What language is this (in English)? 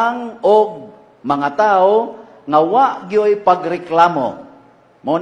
Cebuano